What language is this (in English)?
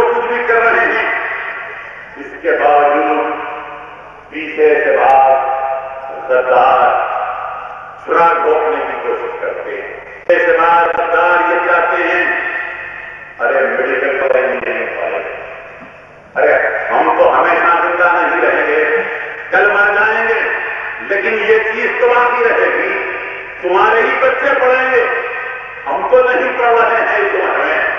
Urdu